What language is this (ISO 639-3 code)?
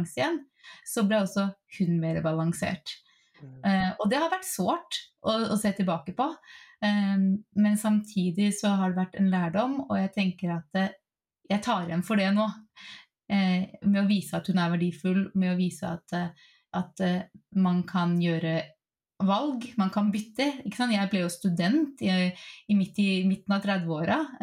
nor